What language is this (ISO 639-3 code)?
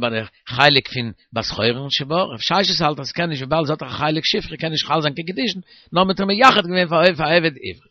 yid